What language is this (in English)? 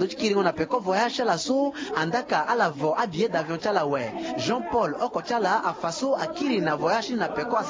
Sango